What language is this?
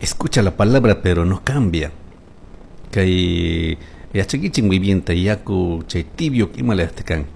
Chimborazo Highland Quichua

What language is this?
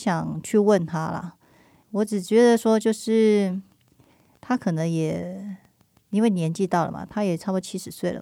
Chinese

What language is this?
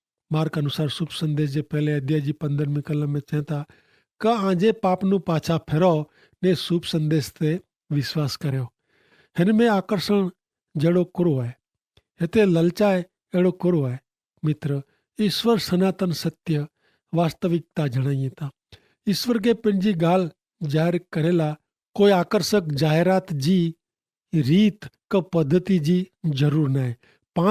Kachhi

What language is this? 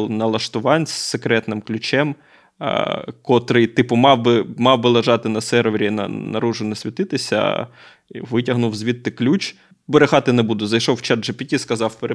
Ukrainian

